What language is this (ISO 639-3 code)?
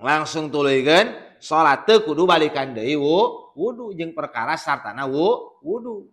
sun